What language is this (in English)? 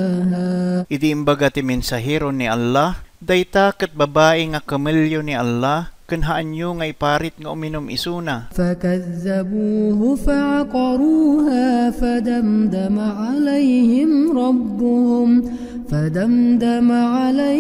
Iloko